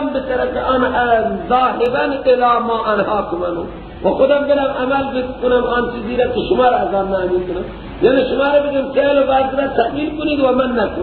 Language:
Persian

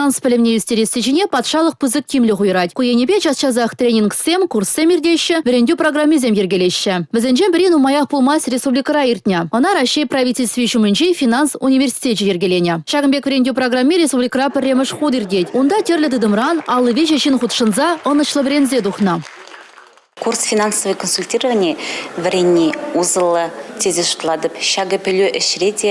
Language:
Chuvash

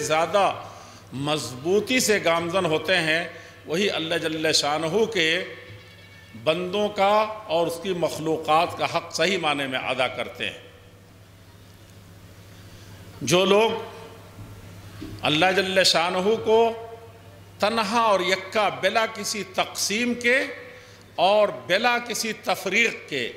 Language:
Urdu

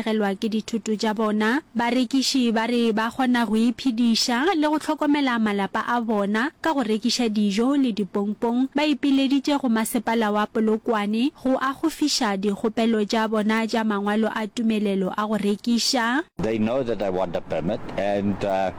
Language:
Northern Sotho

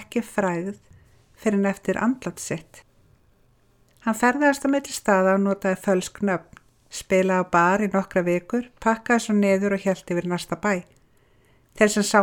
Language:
Icelandic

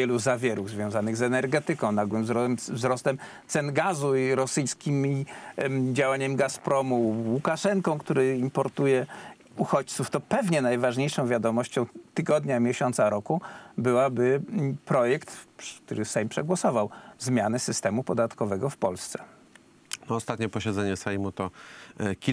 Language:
Polish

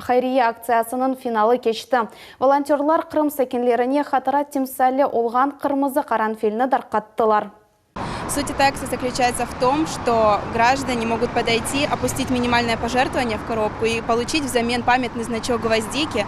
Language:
Crimean Tatar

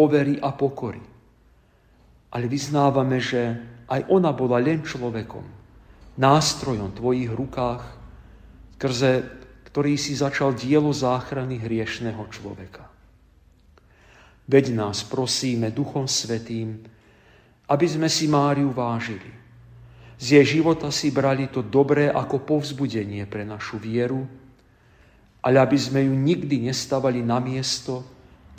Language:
Slovak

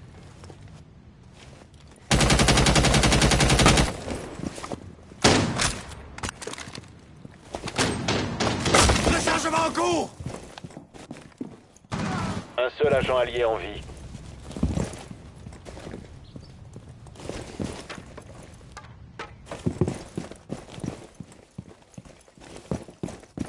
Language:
French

